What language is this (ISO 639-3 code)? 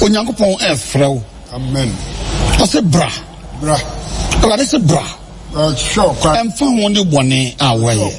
aka